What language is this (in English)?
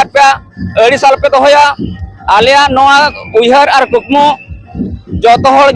Santali